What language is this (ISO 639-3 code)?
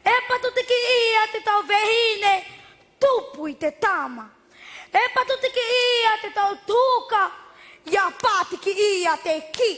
mqm